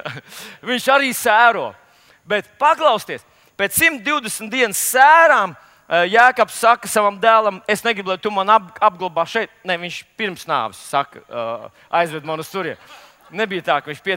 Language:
Latvian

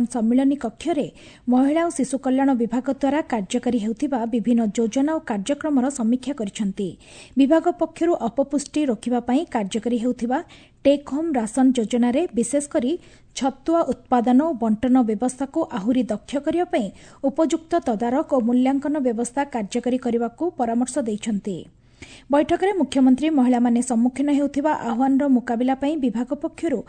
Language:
Odia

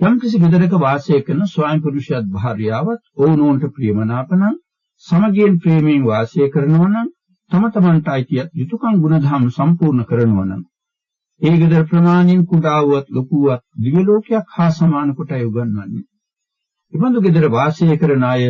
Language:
Sinhala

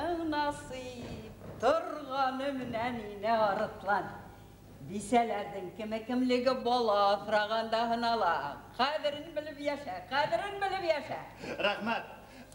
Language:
Bashkir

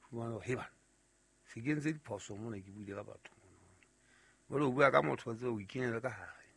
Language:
Southern Sotho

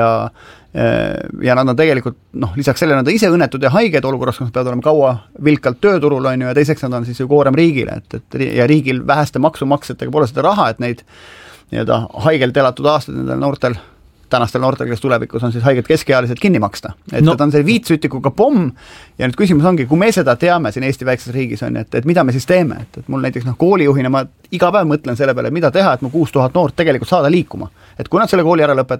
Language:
Estonian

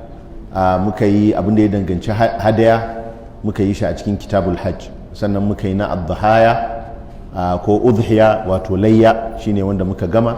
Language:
Hausa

